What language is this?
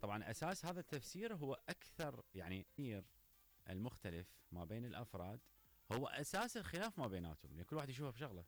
Mesopotamian Arabic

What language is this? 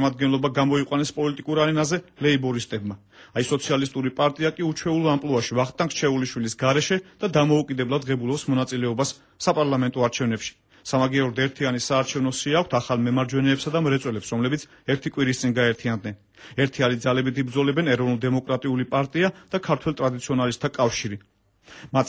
Georgian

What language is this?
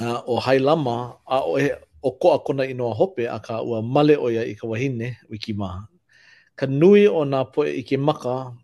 Hawaiian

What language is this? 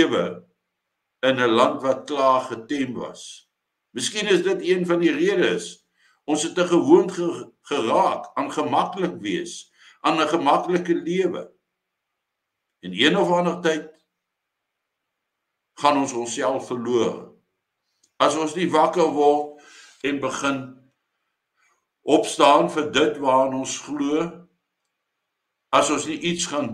Afrikaans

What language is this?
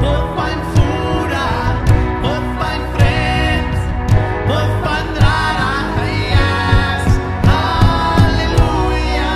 Plautdietsch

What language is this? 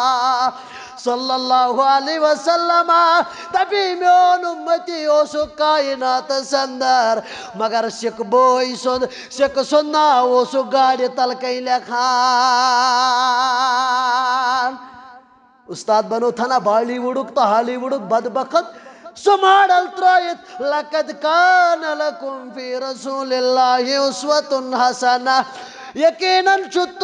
Kashmiri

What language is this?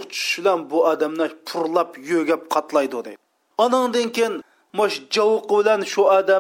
Uyghur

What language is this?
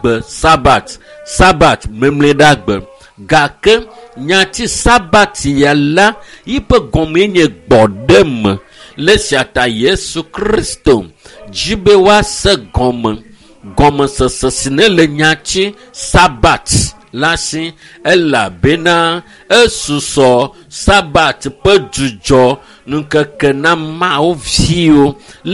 Ewe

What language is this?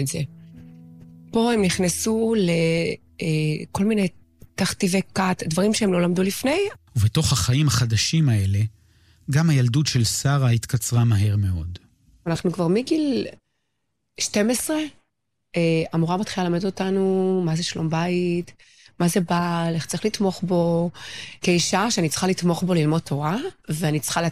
Hebrew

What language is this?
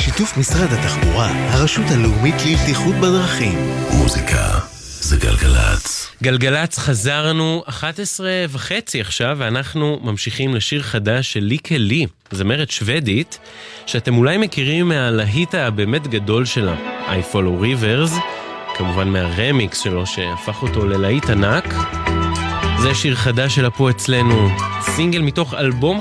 Hebrew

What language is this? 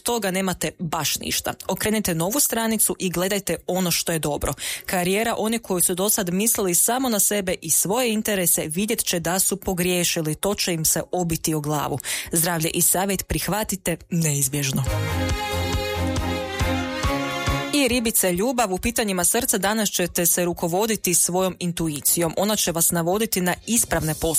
Croatian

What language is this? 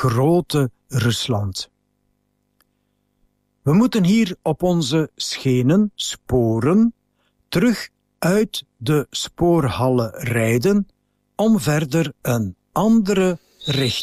Dutch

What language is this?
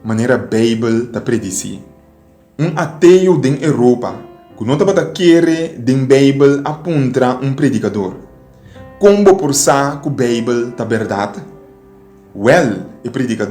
Papiamento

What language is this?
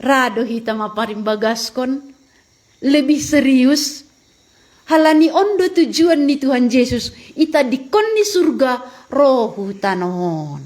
Batak Simalungun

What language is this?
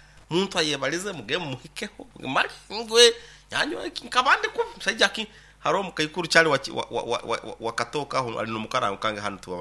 Nyoro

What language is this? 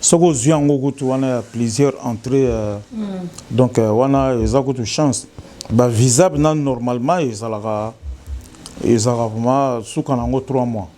Lingala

